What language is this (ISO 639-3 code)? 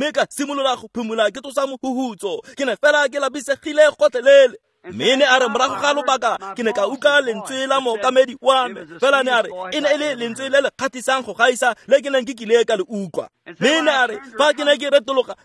tsn